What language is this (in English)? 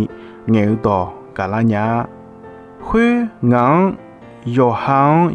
Akha